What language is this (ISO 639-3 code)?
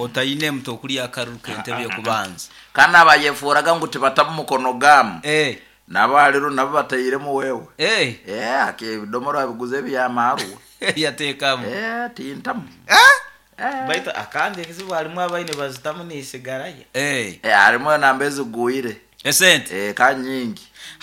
nyo